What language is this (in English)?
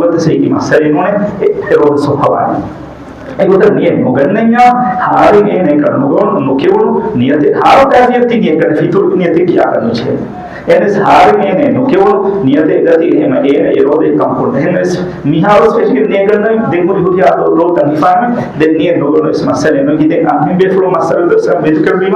Divehi